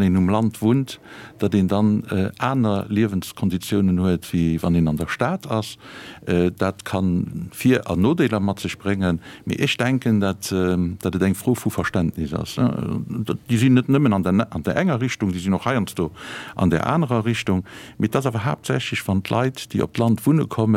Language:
Luxembourgish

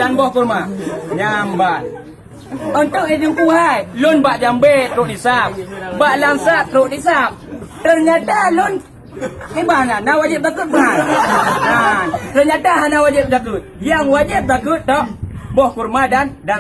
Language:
Achinese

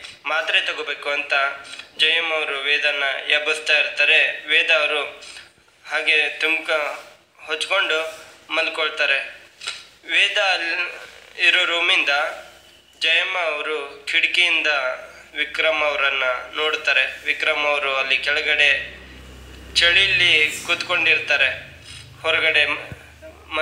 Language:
Kannada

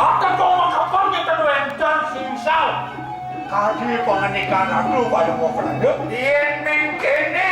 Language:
Balinese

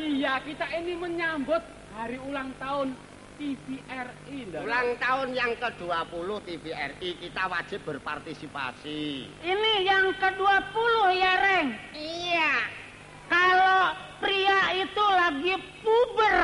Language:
Betawi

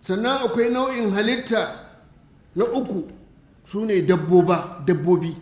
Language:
Hausa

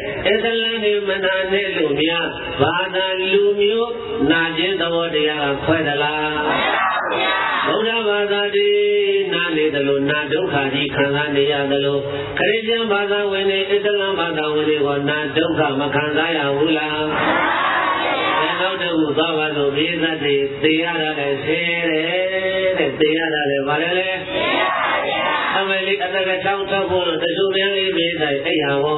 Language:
Burmese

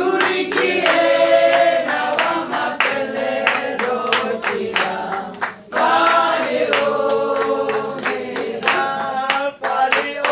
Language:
Tswana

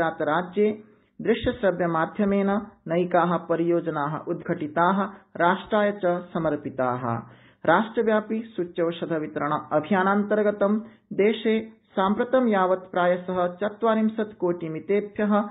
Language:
Sanskrit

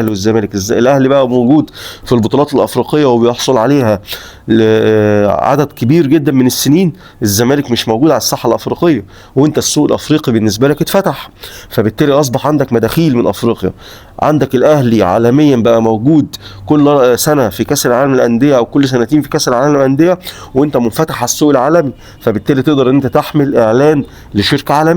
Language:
Egyptian Arabic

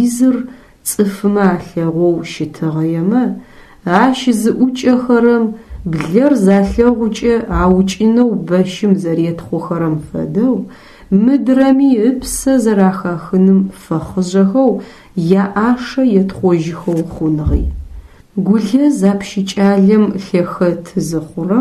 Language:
Adyghe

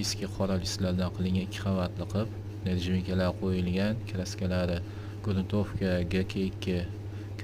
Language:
Uzbek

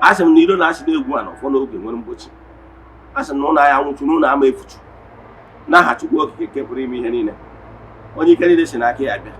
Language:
Igbo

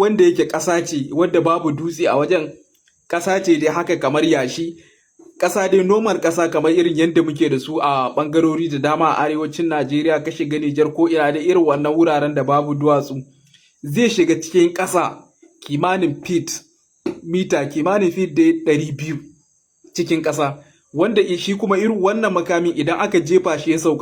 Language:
Hausa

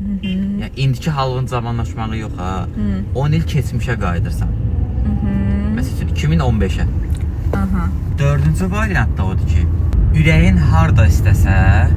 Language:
Azerbaijani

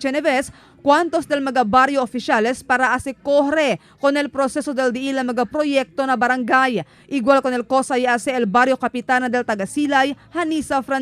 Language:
Chavacano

